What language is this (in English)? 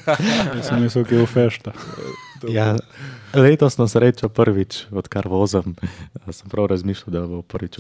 Slovenian